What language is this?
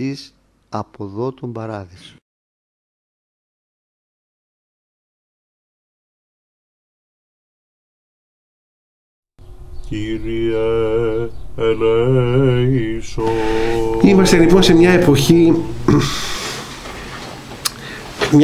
Greek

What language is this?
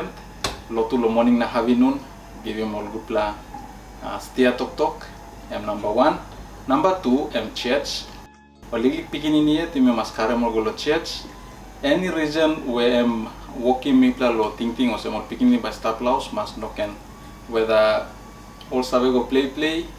Tok Pisin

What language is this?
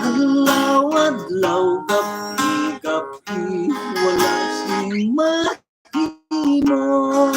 Hiligaynon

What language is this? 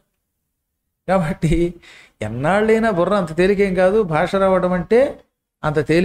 Telugu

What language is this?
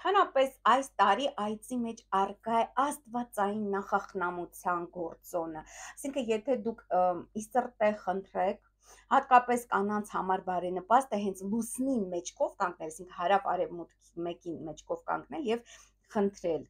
Armenian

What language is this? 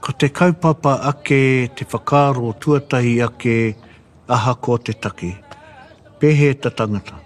Māori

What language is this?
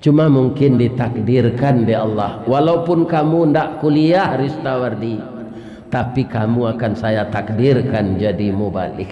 Minangkabau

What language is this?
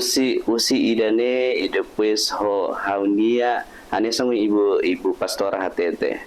Tetum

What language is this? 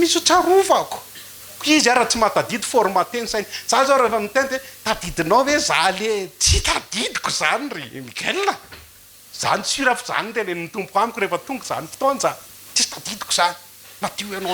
Malagasy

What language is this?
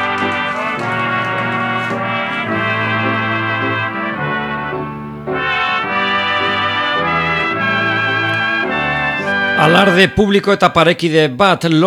Basque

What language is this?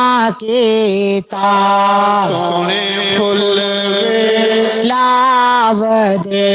Dogri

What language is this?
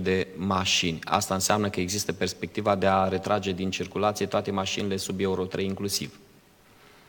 Romanian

